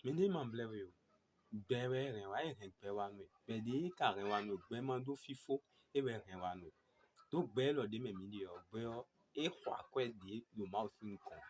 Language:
Fon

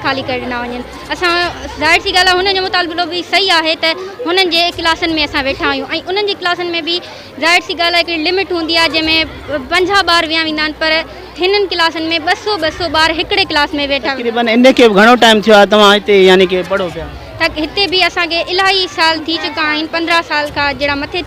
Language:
Sindhi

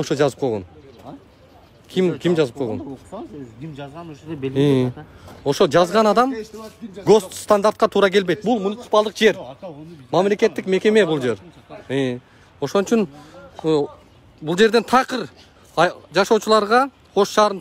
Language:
Kyrgyz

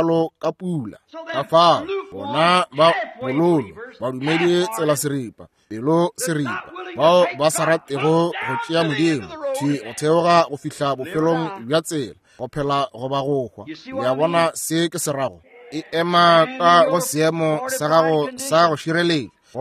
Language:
Northern Sotho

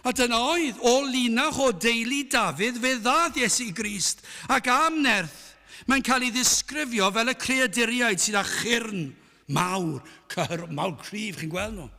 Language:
Welsh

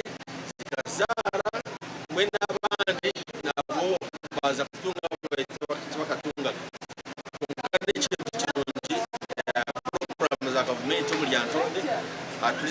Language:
Nyankole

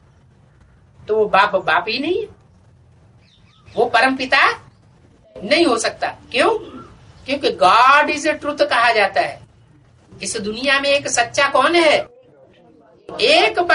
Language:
Hindi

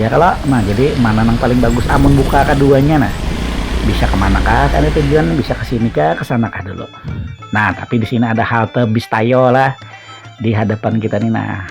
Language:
Banjar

